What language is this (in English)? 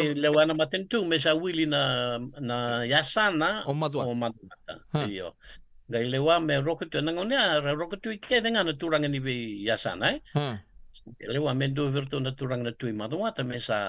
Fijian